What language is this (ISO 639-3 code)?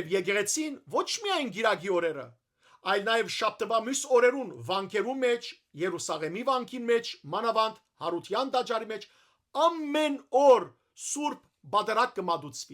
hyw